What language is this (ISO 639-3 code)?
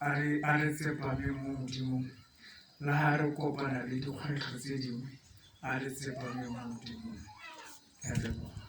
tsn